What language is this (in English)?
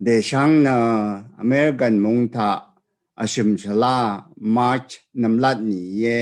Rawang